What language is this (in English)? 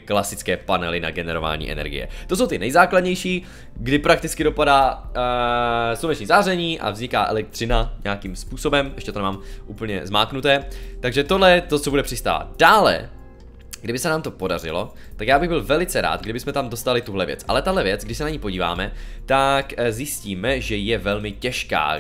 Czech